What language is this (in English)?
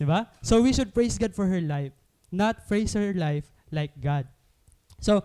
Waray